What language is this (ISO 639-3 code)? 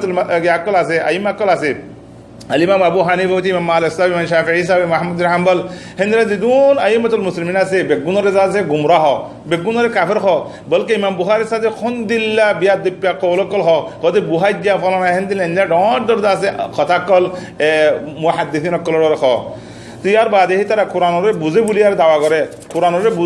rhg